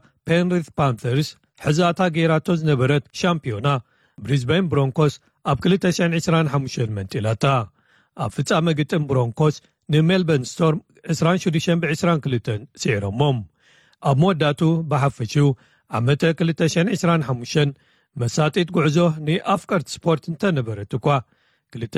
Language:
Tigrinya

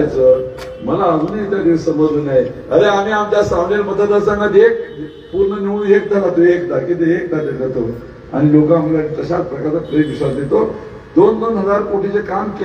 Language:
Marathi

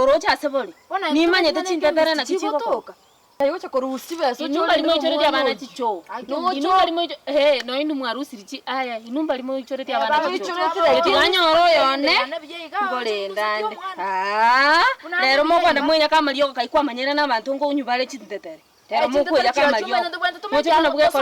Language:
Gusii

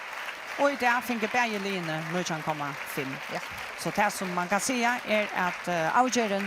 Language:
Faroese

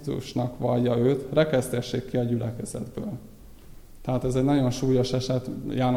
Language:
Hungarian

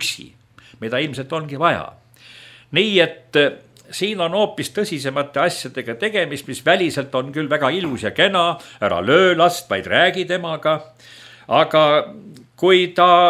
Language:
Estonian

